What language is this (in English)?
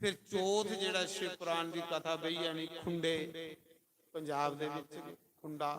Dogri